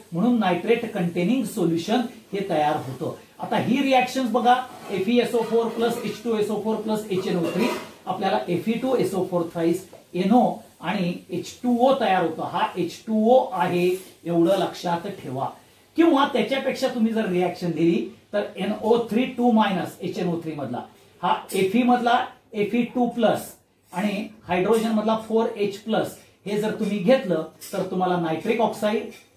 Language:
Marathi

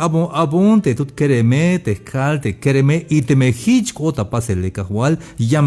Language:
Tzeltal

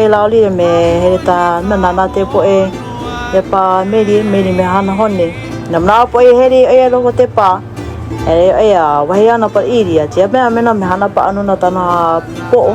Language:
Hawaiian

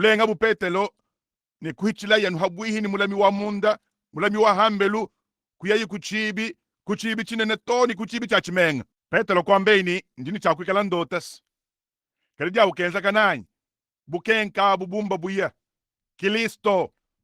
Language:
Luba-Lulua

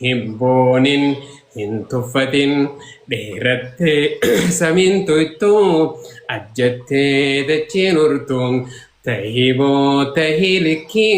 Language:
Oromo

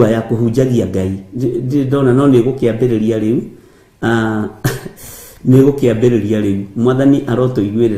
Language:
Kikuyu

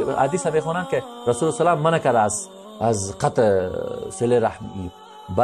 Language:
Persian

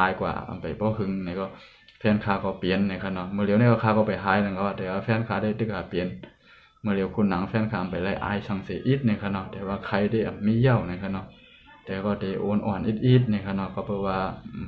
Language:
Shan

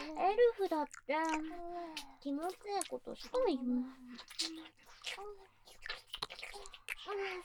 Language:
Japanese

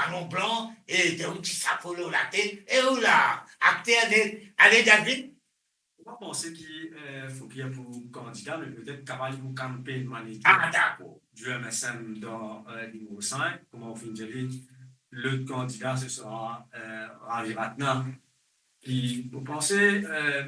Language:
Morisyen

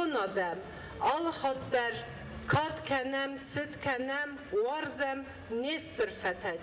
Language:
Ossetic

